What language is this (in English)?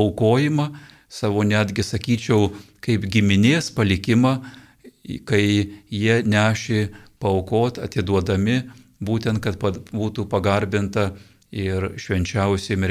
Lithuanian